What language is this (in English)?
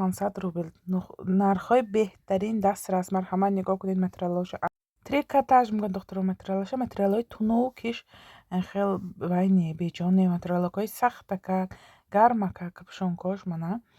Tajik